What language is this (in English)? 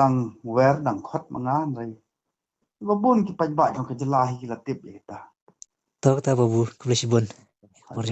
Khasi